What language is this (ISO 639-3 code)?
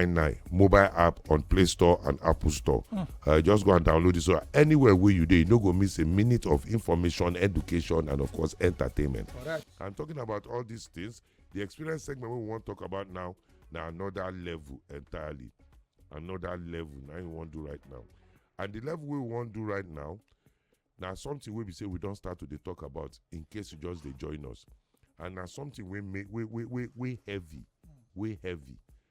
pcm